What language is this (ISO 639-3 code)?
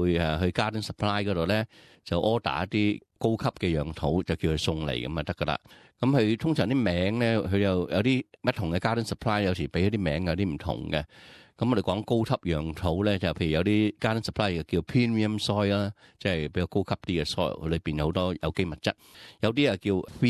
yue